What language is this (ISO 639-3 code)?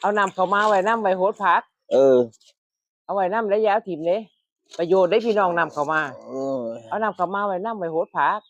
tts